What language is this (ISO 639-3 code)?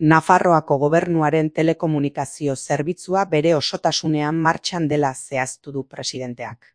eus